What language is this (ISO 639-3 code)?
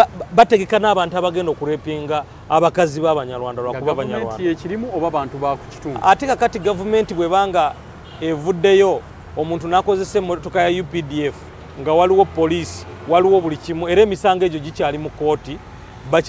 lug